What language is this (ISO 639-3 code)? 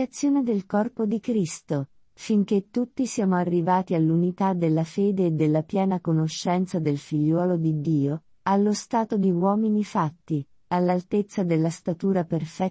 ita